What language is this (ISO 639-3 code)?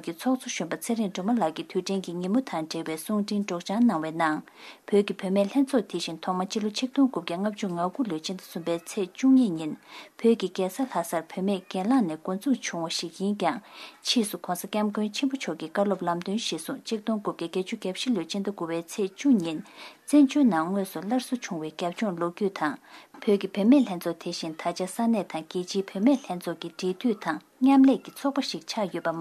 bod